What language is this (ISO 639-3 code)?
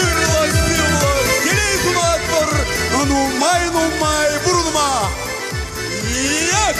chv